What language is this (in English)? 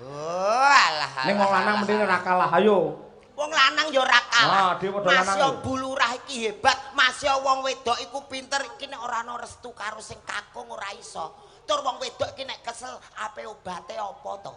Javanese